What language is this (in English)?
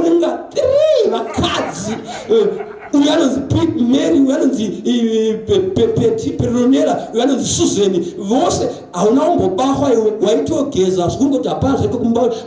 Shona